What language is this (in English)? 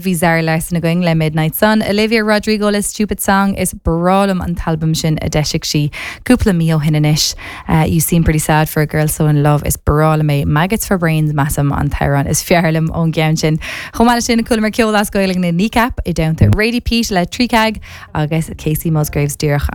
Irish